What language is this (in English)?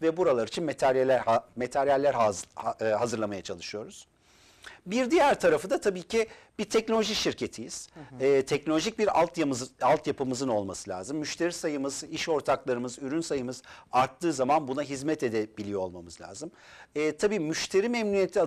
Turkish